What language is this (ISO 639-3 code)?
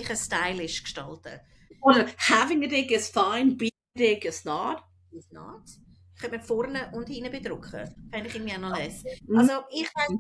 gsw